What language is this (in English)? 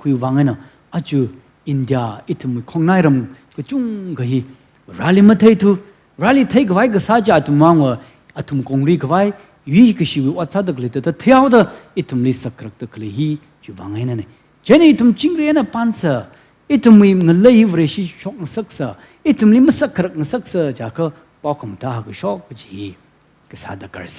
Tangkhul Naga (India)